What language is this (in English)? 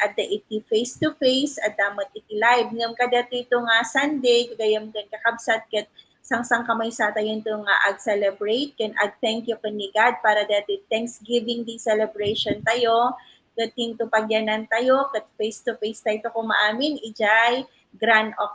Iloko